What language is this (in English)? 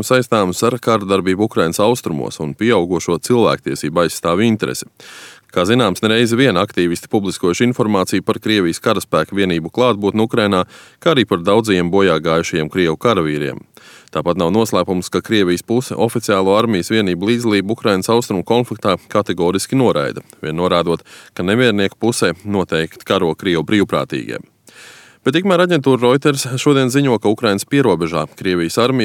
Latvian